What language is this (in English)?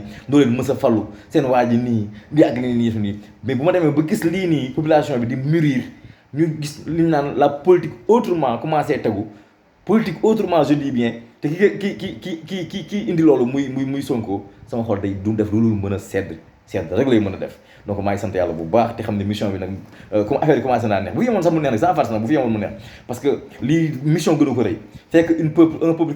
Wolof